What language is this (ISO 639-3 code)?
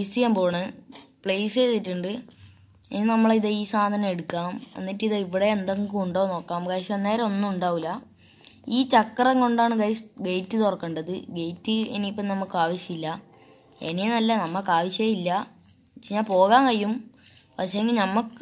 mal